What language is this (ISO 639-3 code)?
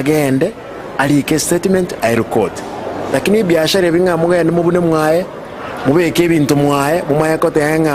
guz